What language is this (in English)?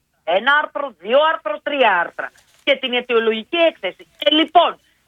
Greek